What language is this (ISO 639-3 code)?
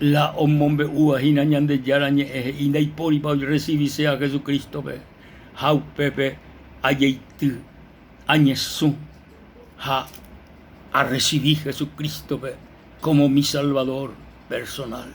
grn